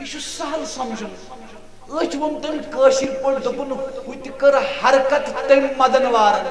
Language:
Kashmiri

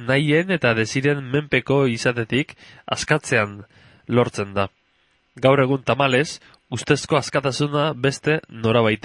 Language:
Basque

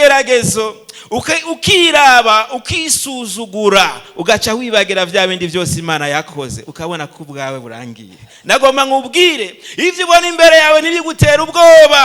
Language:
Rundi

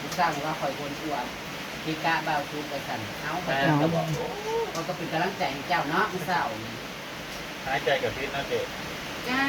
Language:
Northeastern Thai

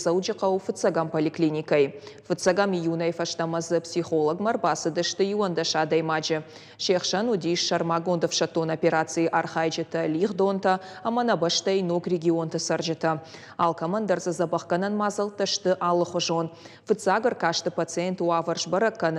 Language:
Ossetic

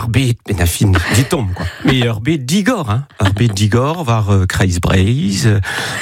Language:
Breton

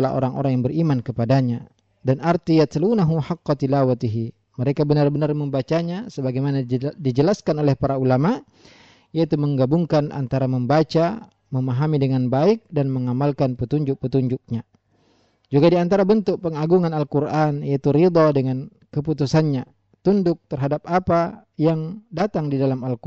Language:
Indonesian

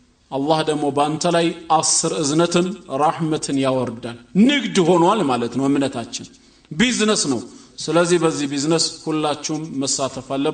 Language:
Amharic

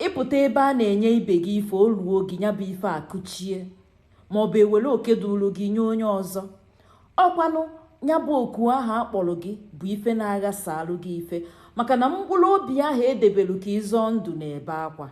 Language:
Igbo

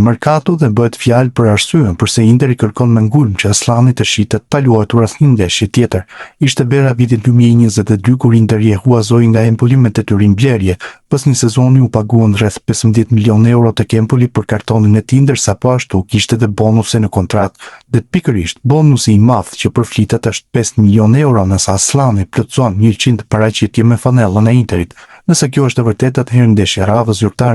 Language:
Albanian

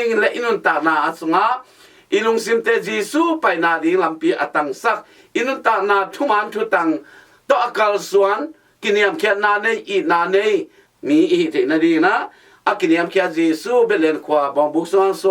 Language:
Tedim Chin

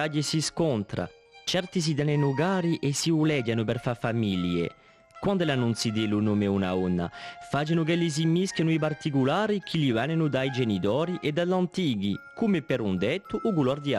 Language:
Corsican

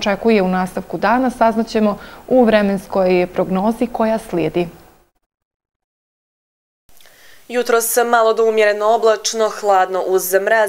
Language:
Bosnian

